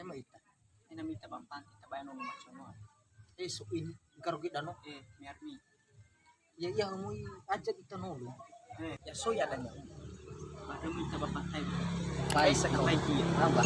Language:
Nias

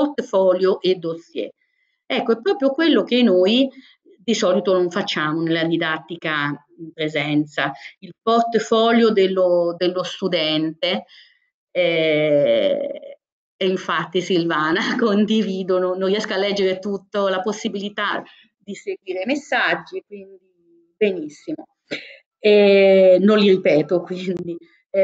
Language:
Italian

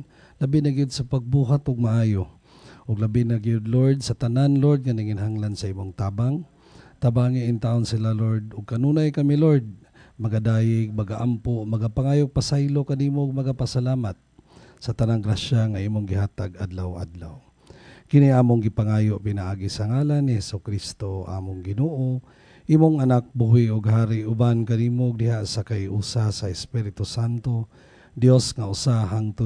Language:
Cebuano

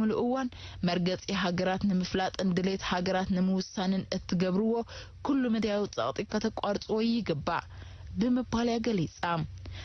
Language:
Tigrinya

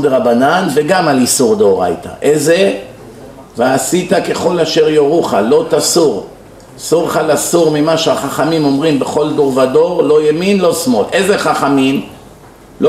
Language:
Hebrew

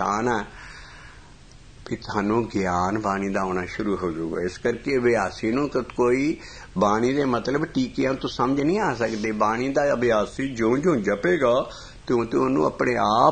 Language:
Punjabi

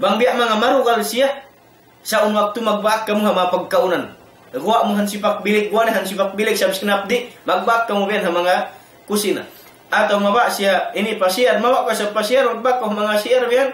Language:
Tausug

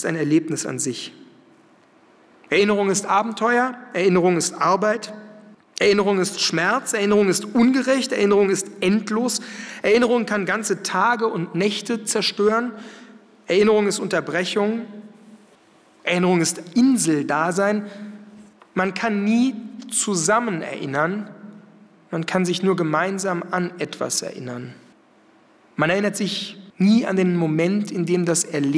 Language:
German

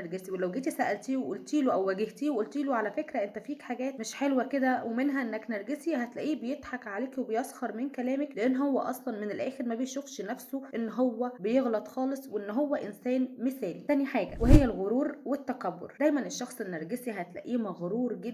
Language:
Egyptian Arabic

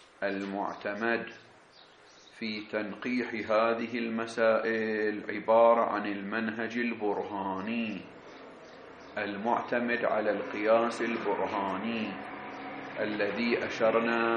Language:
Arabic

